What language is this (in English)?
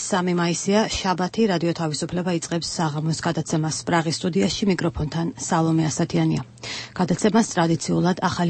Georgian